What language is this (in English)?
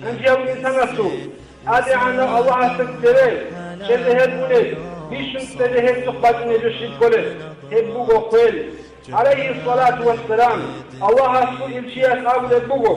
Avaric